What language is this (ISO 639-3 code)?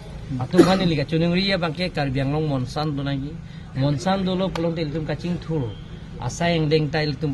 mjw